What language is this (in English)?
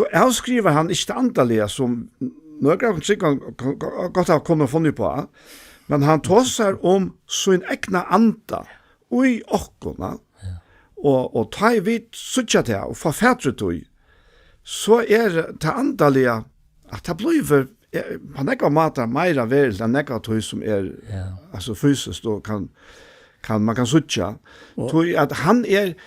Faroese